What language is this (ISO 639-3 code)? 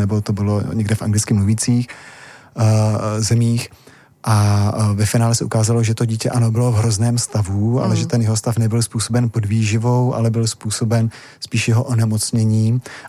ces